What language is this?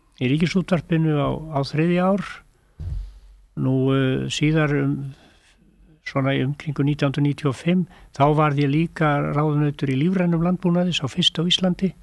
Icelandic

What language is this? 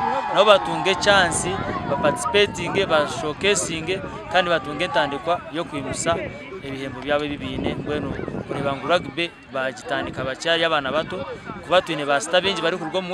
Nyankole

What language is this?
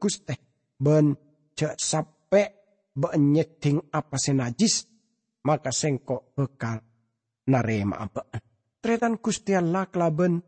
Madurese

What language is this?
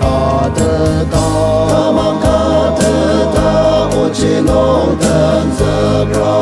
Ao Naga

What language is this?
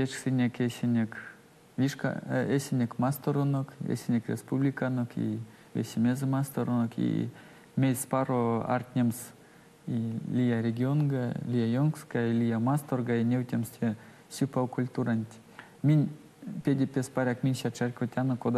Erzya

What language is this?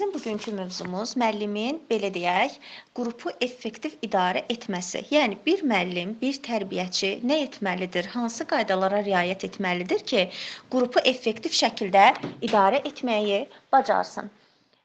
Azerbaijani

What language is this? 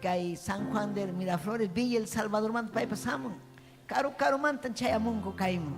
Ayacucho Quechua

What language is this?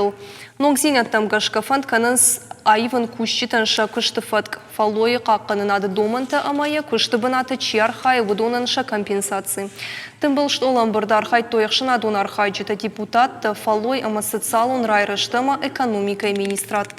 Ossetic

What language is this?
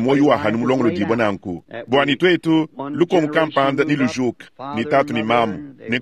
Luba-Lulua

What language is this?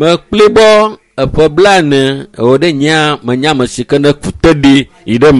Ewe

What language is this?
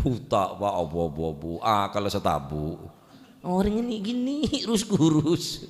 Madurese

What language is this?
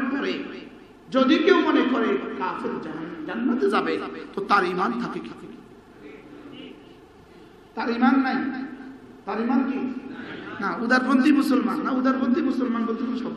Bangla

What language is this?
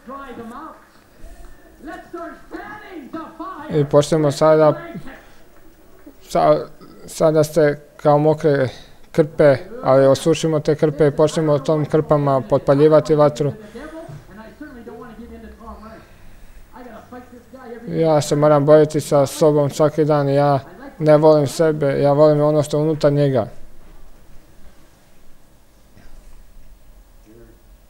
Croatian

